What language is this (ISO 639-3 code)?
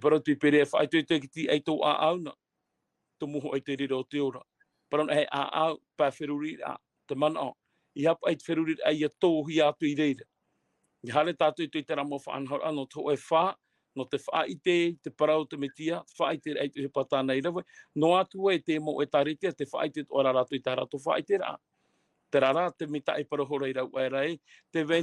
tah